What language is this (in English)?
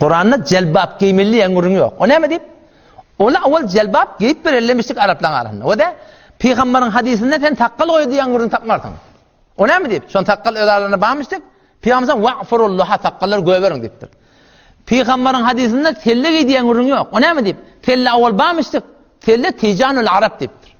Turkmen